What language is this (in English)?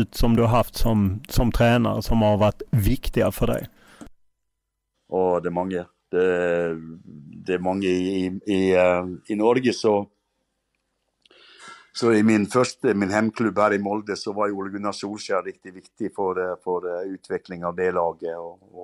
Norwegian